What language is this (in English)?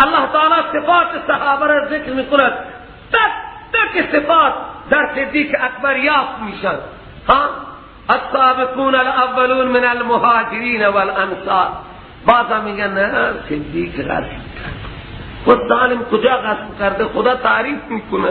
Persian